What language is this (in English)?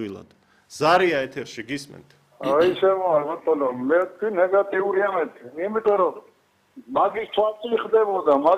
Georgian